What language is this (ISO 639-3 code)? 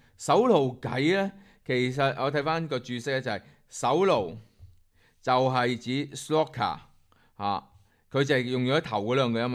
yue